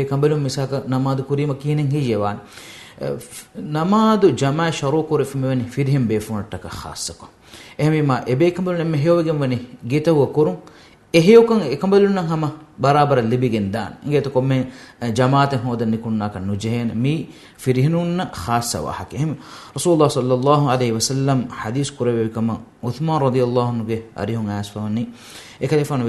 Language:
Divehi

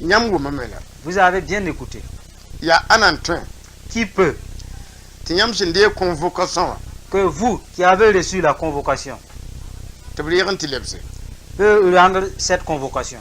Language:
Mossi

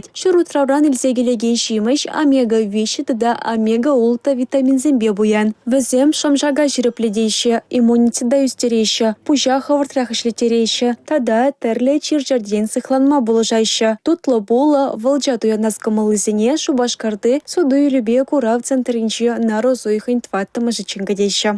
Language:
Chuvash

